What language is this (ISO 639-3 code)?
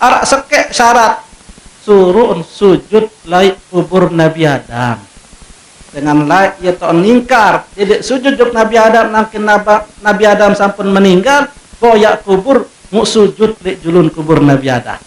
sas